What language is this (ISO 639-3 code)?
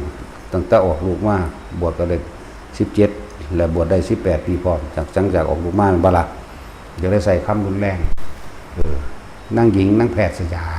tts